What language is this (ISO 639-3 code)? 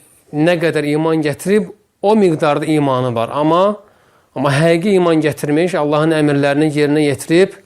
aze